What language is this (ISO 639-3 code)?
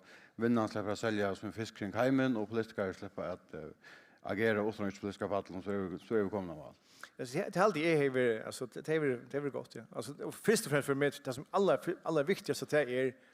fao